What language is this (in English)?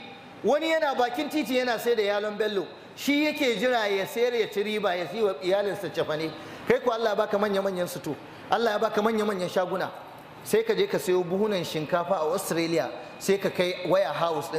Hausa